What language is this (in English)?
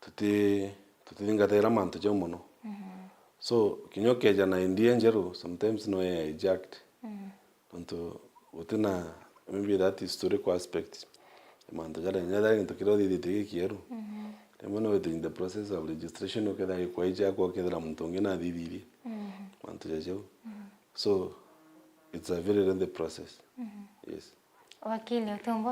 Meru